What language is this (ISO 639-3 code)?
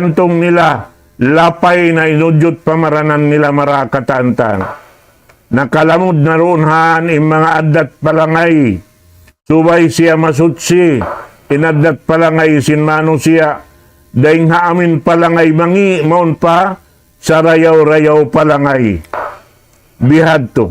tsg